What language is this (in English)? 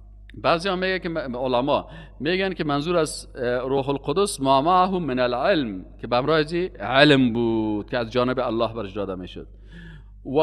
Persian